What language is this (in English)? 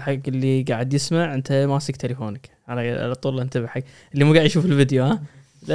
Gulf Arabic